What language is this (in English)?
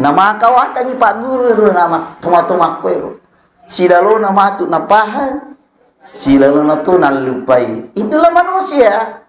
Buginese